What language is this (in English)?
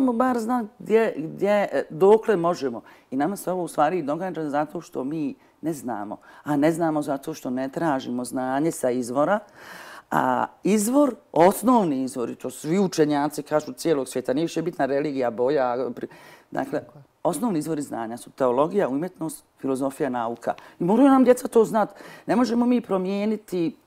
Bosnian